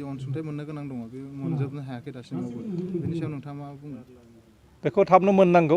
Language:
Bodo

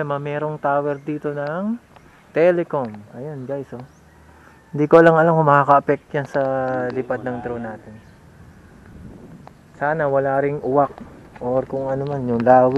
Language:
Filipino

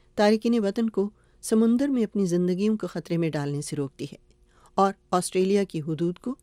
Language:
Urdu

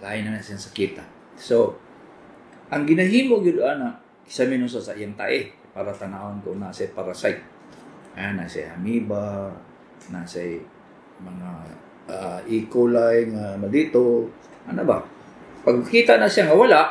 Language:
Cebuano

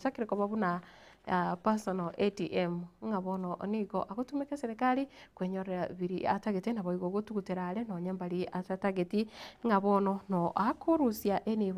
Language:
Gusii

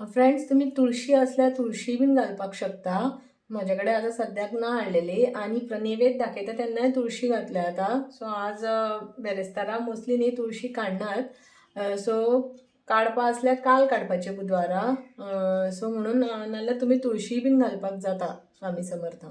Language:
Konkani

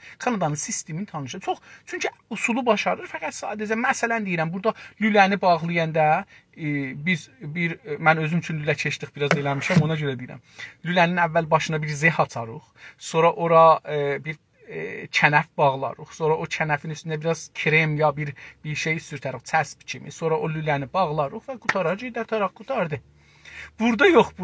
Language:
South Azerbaijani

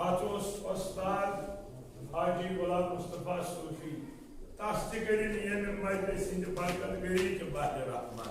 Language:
Kashmiri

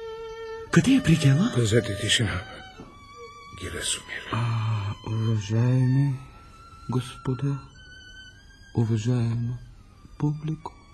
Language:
Bulgarian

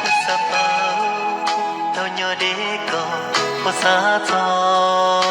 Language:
Hmong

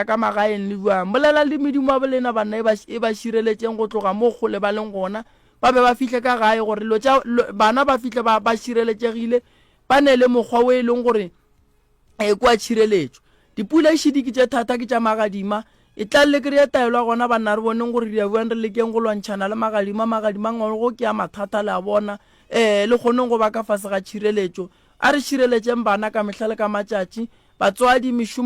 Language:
Northern Sotho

